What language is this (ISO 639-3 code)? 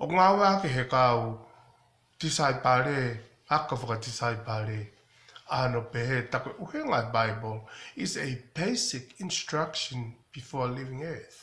ton